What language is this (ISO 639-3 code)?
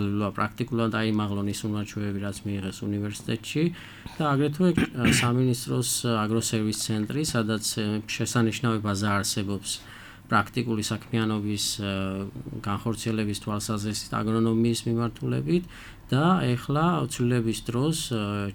kat